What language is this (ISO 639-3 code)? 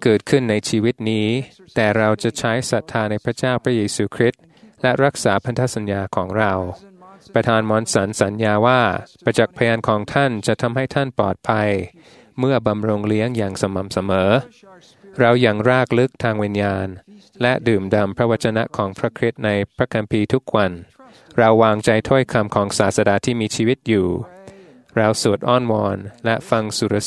tha